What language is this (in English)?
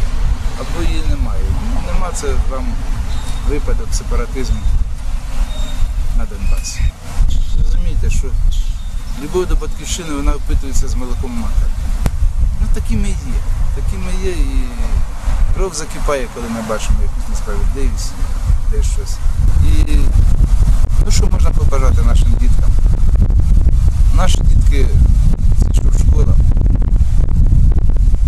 Ukrainian